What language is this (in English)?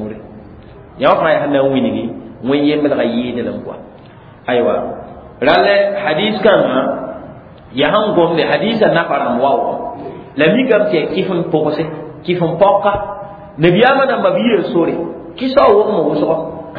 Mossi